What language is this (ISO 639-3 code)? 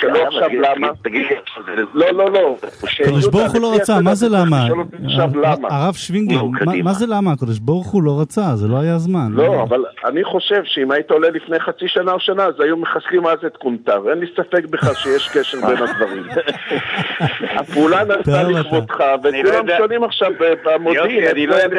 heb